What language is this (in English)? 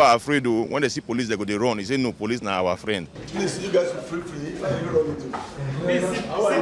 Nigerian Pidgin